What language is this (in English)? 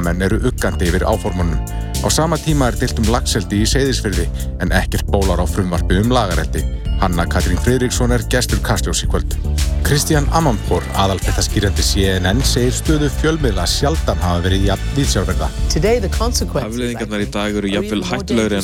Icelandic